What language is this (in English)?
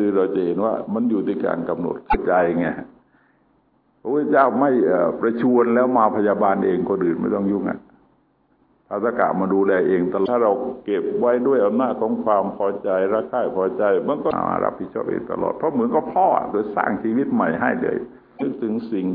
Thai